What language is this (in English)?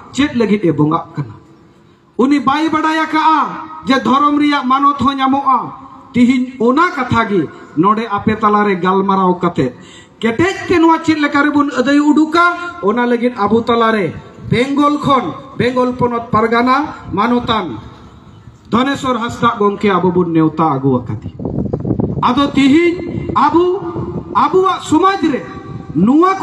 Santali